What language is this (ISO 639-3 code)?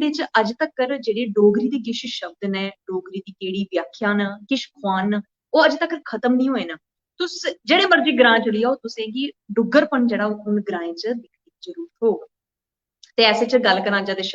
doi